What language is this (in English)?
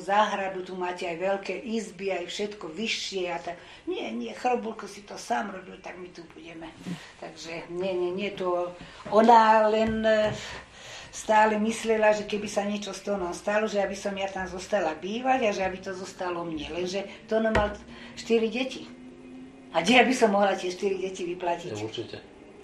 Slovak